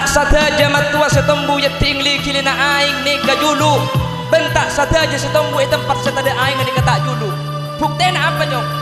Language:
Madurese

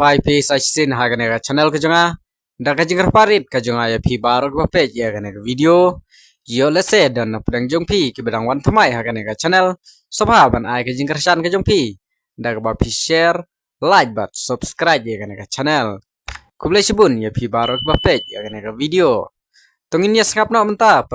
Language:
Khasi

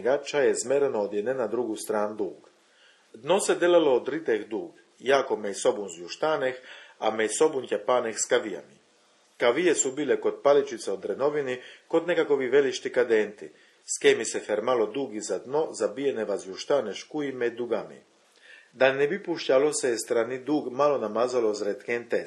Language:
Chakavian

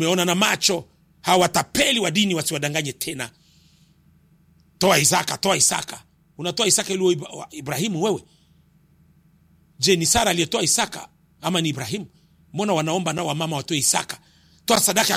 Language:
Swahili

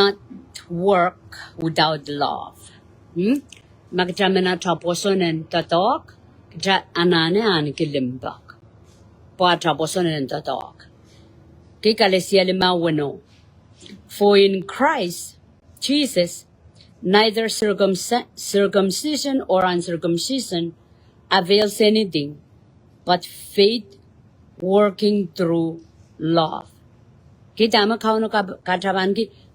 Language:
Pohnpeian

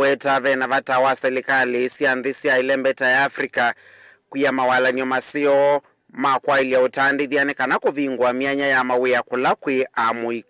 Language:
Kamba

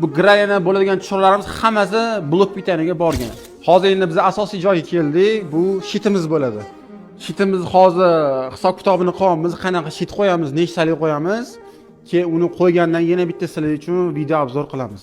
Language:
Uzbek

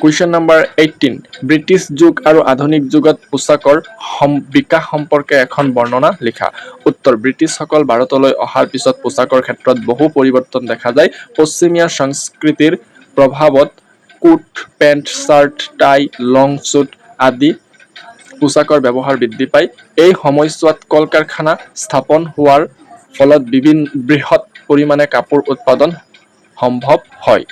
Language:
Assamese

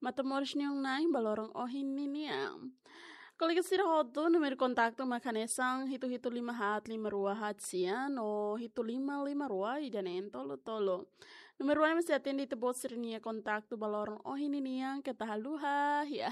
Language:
Tetum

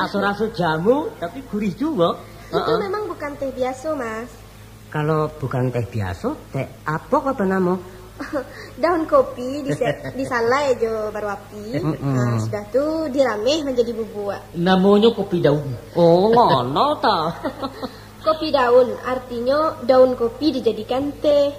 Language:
Minangkabau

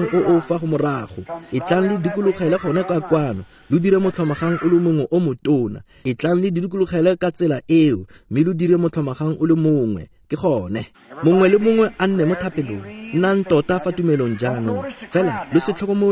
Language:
Tswana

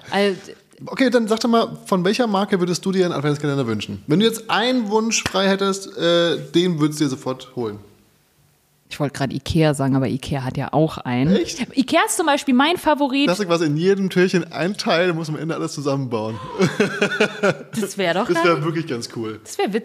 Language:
German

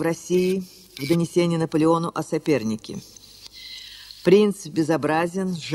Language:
Russian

